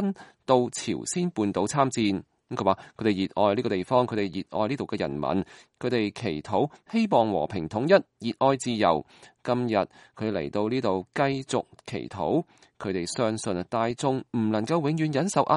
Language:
Cantonese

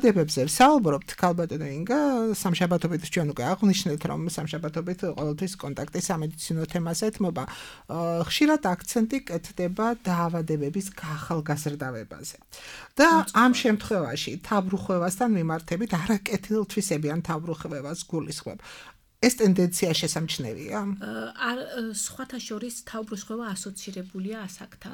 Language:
Georgian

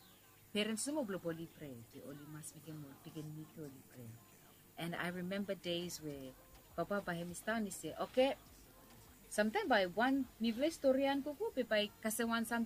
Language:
Bislama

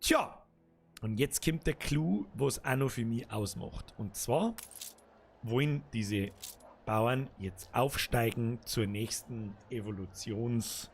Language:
Bavarian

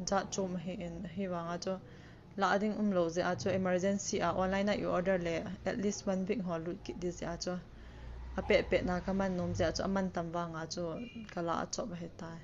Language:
Thado Chin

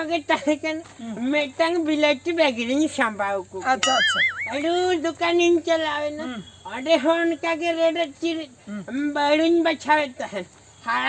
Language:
Santali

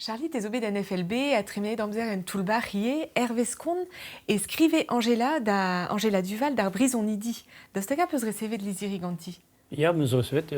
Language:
Breton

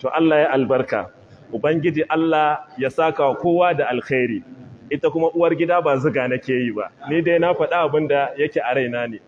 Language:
Hausa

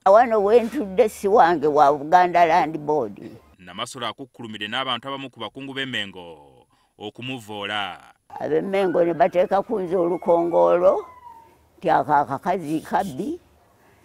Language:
Ganda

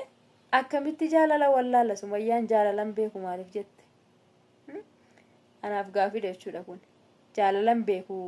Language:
Oromo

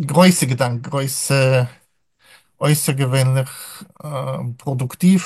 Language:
Yiddish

